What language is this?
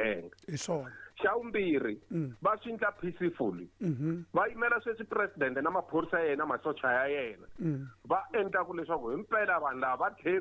Tsonga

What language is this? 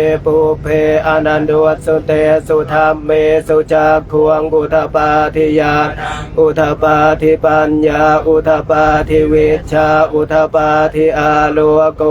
Pali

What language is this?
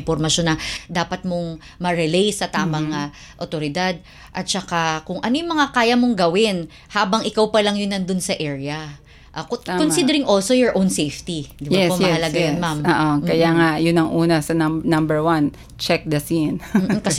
Filipino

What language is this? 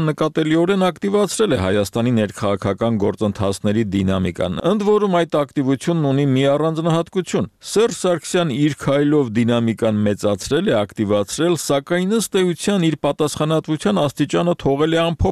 Armenian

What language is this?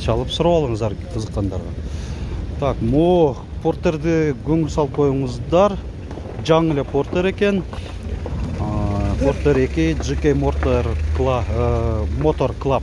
Kyrgyz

